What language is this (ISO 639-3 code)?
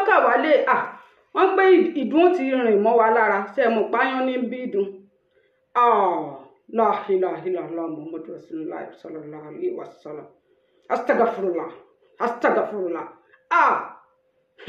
yor